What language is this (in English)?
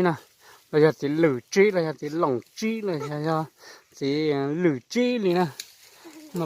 Hmong